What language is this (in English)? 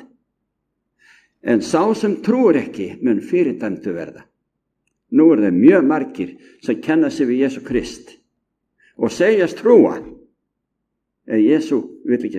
Icelandic